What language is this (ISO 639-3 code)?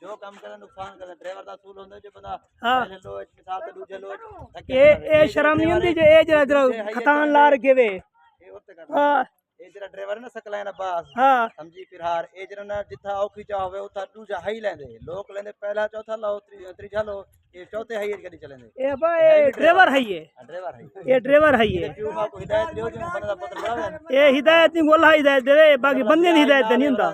skr